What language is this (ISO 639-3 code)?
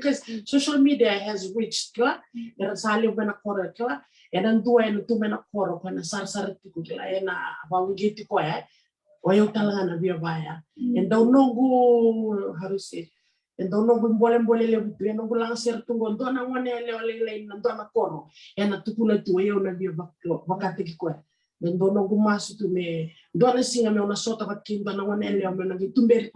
fij